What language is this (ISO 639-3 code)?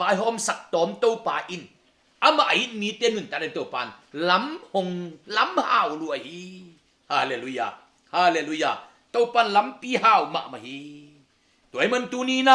ctd